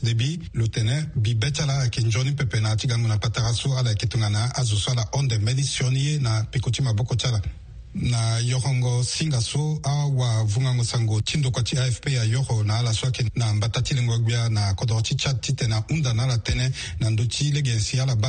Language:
Sango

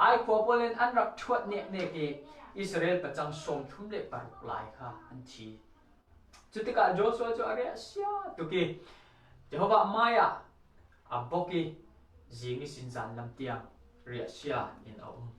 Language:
Falam Chin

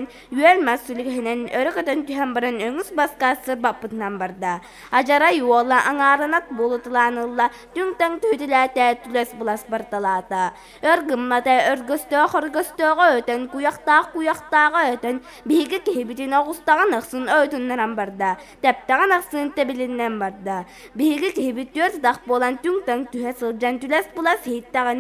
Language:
Yakut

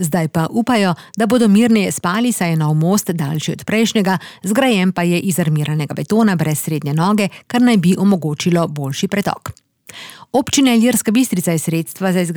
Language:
Slovenian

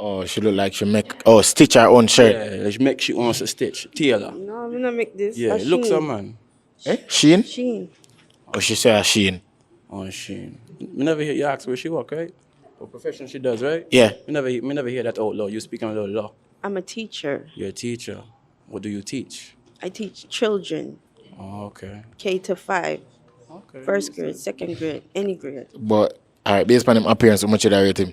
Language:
Jamaican Creole English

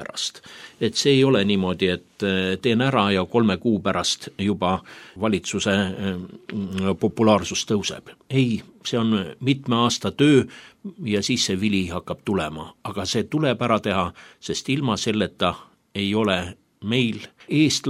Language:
Estonian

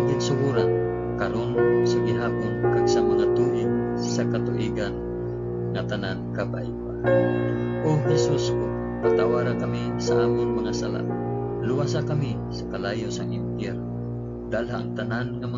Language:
Hiligaynon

